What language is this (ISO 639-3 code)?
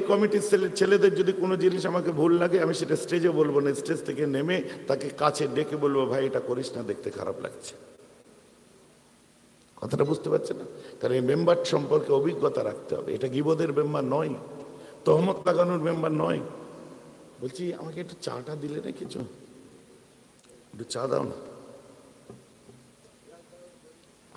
ben